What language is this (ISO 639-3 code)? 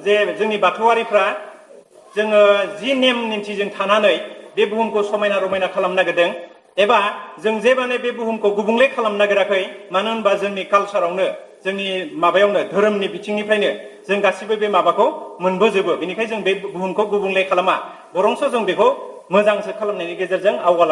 brx